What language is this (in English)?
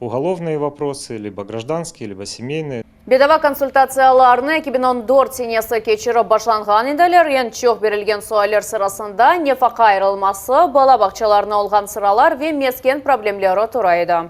Crimean Tatar